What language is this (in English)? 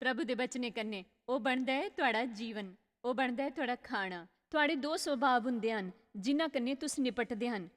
Dogri